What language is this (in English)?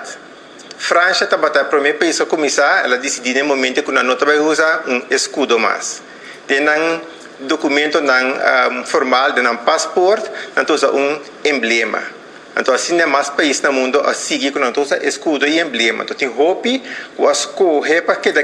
Papiamento